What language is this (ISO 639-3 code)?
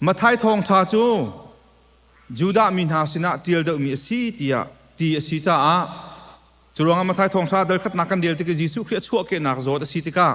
cnh